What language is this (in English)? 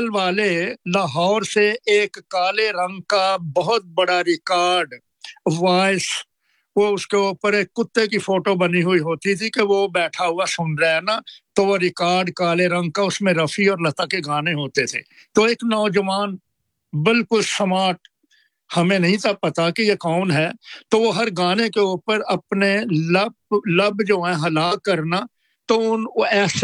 Urdu